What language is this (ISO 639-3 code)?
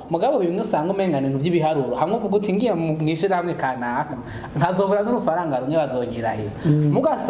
run